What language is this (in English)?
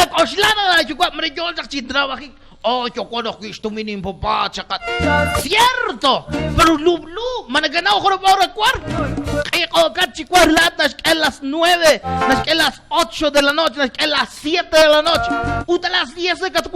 Kekchí